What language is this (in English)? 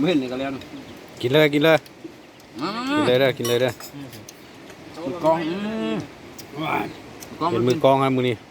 Lao